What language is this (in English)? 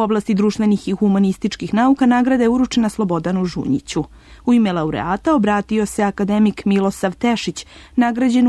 Serbian